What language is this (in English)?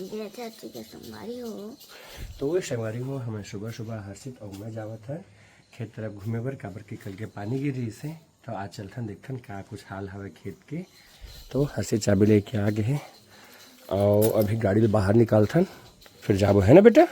Chhattisgarhi